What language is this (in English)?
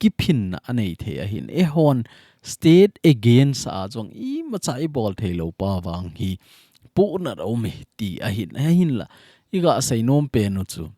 Thado Chin